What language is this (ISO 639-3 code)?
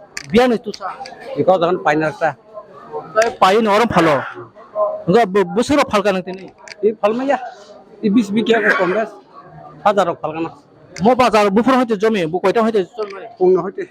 trp